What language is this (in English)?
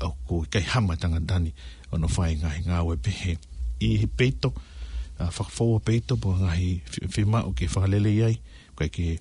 Tongan